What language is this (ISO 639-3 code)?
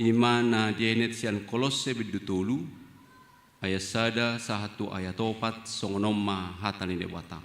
bbc